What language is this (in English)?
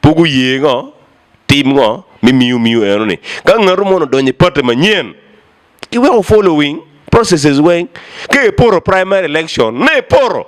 Acoli